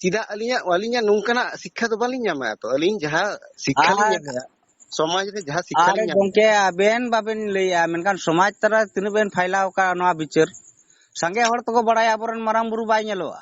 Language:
Santali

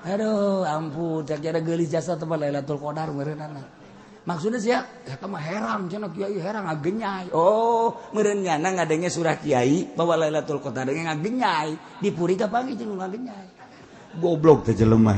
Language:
Sundanese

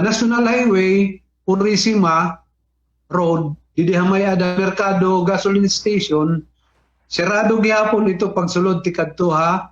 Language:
Waray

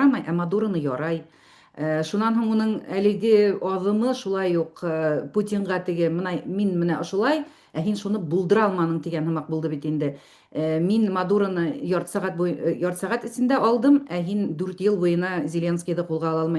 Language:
Bashkir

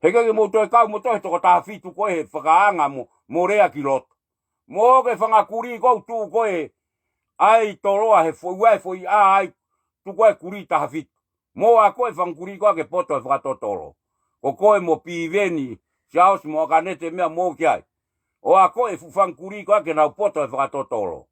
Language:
Tongan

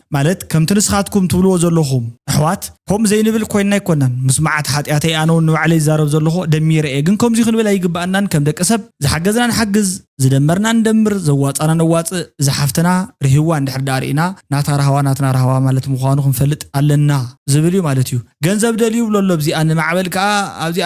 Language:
Tigrinya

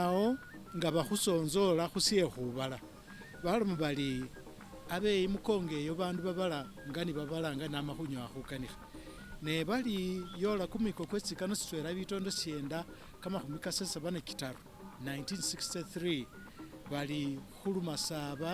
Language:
Masaaba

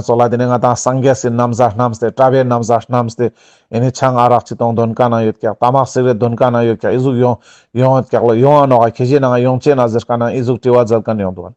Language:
Ladakhi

